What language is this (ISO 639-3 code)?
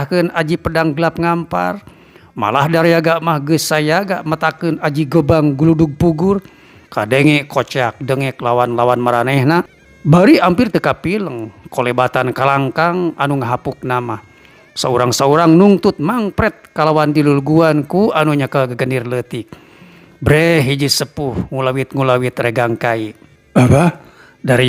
sun